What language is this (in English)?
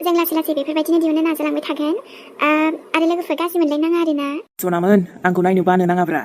Bodo